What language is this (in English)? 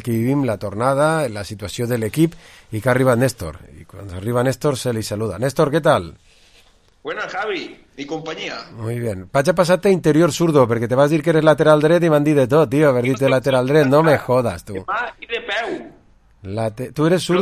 Catalan